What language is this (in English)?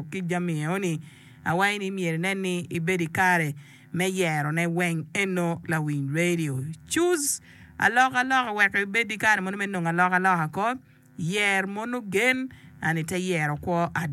Acoli